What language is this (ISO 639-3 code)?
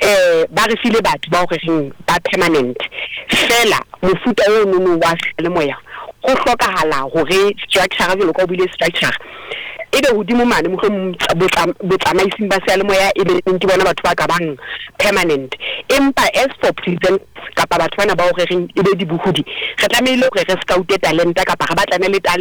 sot